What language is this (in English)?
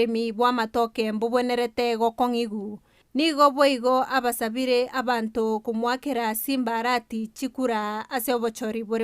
Gusii